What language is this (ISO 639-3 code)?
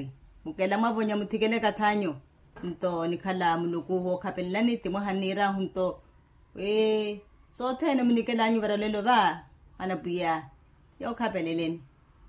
vmw